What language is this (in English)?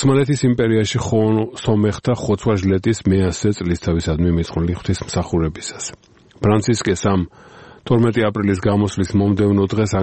Georgian